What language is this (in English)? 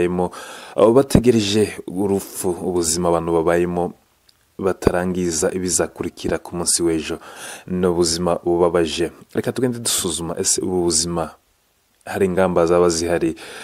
Kinyarwanda